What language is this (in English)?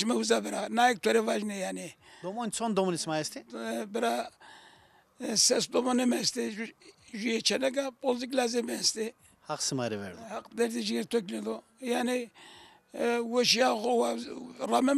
Zaza